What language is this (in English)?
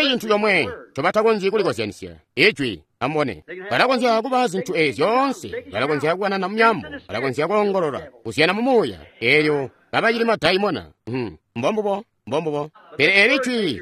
Tonga (Zambia)